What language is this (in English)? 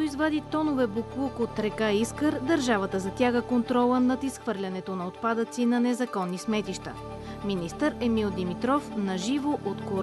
Bulgarian